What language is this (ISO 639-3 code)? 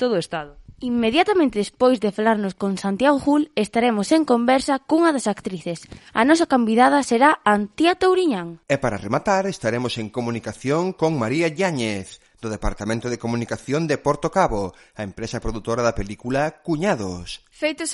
glg